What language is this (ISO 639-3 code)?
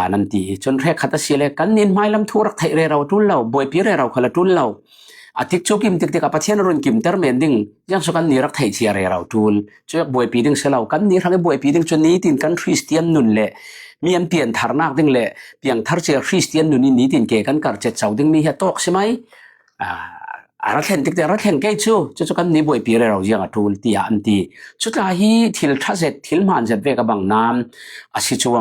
cfm